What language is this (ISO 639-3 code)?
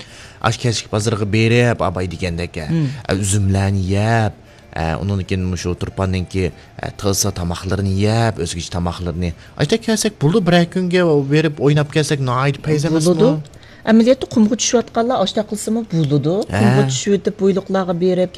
uig